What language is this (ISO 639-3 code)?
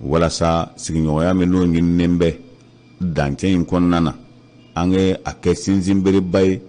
bam